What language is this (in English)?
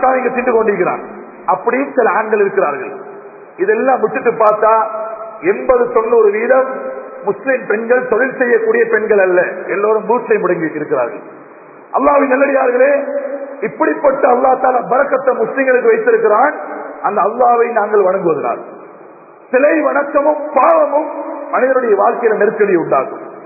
Tamil